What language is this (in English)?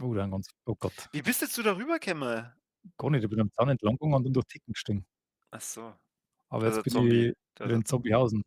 Bavarian